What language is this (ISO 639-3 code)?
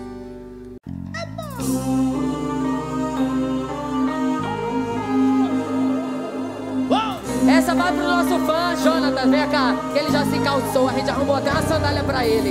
por